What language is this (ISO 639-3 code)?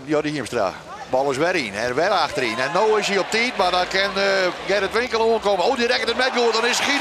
fry